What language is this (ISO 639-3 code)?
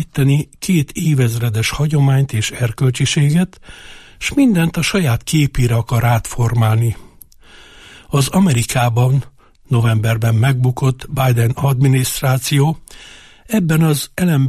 hun